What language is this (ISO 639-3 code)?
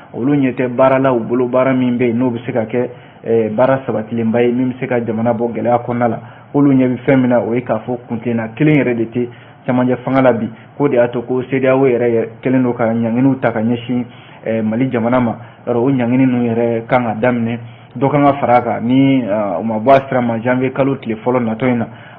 bam